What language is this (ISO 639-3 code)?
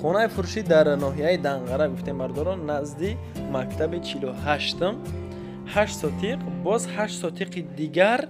tgk